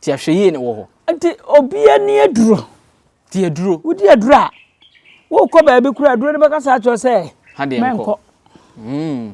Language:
Akan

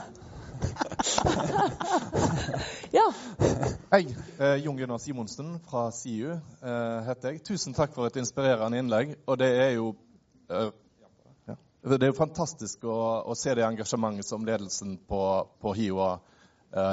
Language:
Norwegian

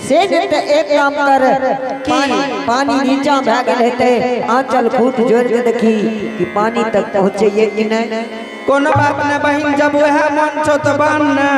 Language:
Angika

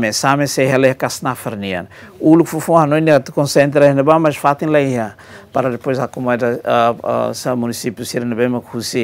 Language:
Tetum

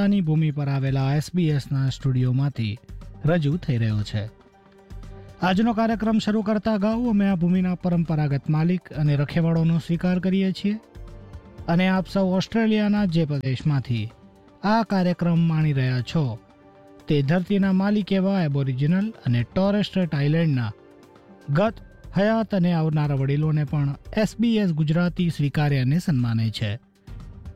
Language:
Gujarati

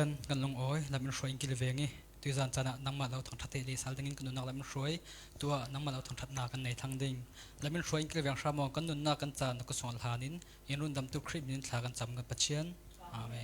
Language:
Falam Chin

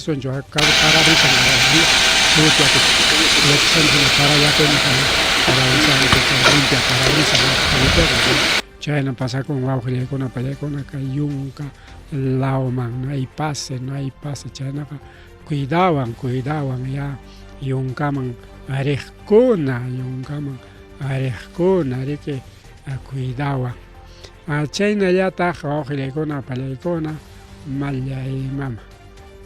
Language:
Ayacucho Quechua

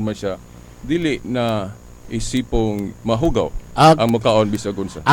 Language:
Cebuano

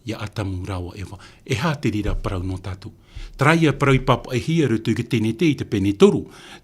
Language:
Tahitian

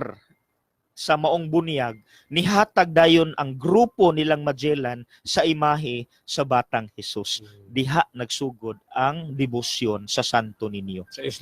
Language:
Cebuano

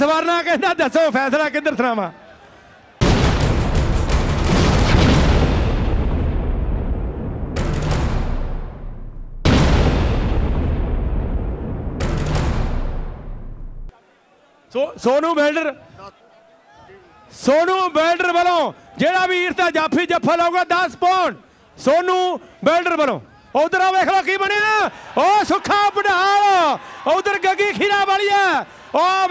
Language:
Punjabi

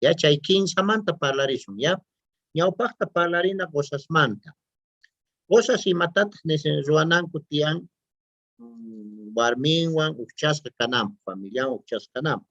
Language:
South Bolivian Quechua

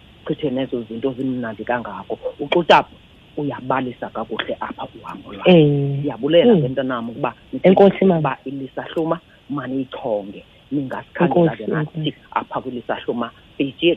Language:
Xhosa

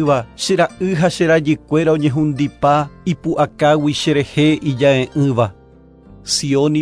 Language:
Guarani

